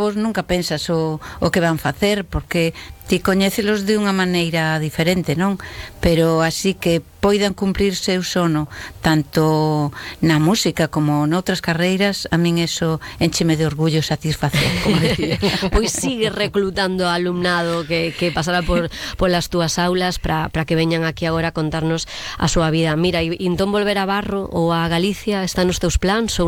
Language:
Galician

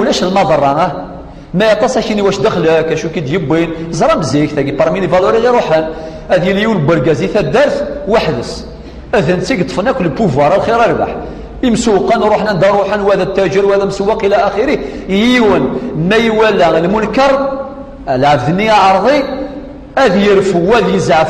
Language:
Kabyle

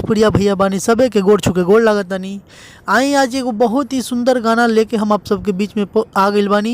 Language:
Bhojpuri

